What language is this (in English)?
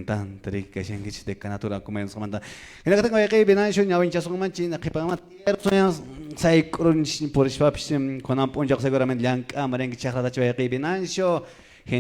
Quechua